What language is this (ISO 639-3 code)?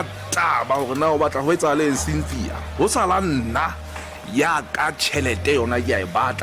sot